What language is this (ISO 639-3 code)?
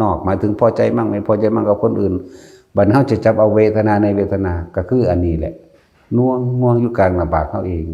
lao